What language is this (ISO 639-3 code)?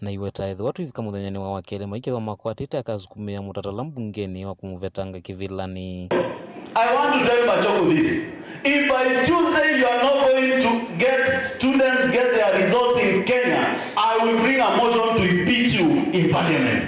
kam